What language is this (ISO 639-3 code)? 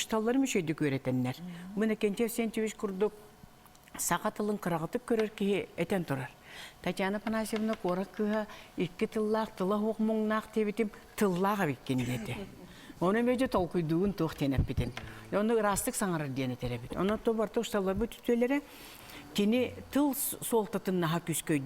sah